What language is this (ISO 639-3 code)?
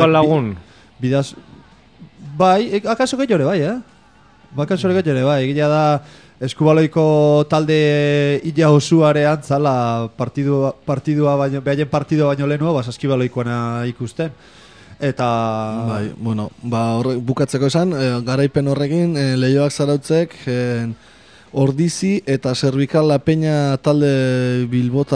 eus